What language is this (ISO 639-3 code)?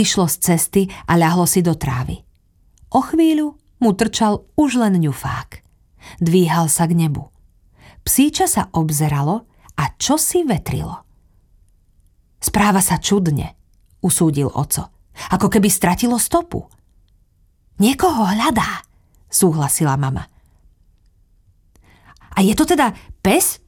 slk